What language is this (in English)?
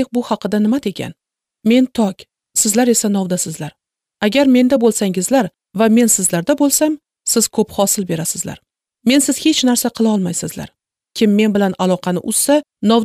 Uzbek